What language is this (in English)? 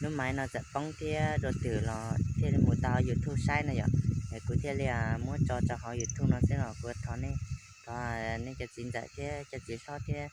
Hmong